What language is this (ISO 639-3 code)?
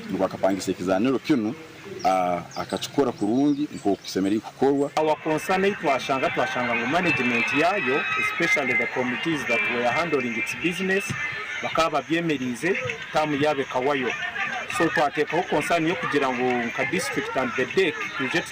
nyn